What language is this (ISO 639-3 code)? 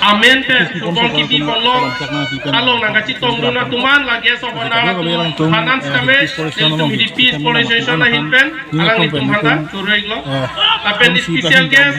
mjw